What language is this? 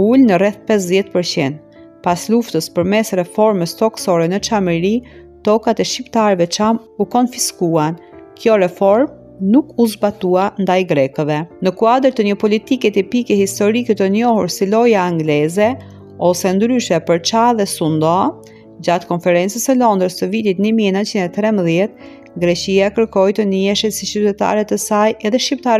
Albanian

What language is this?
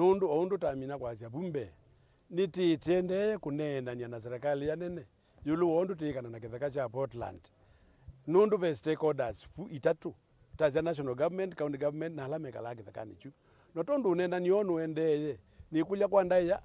Kamba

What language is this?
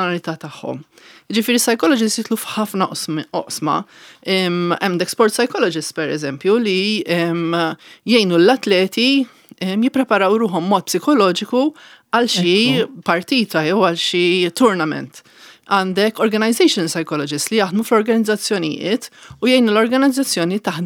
Maltese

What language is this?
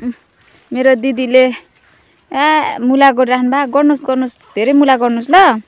Nepali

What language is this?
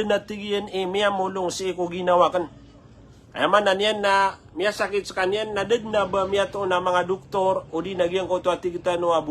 Maranao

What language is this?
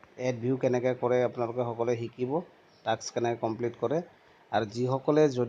Assamese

